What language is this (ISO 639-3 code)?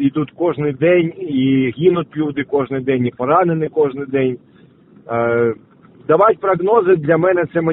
ukr